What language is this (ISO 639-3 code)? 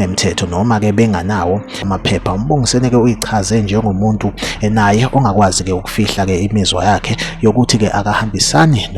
zul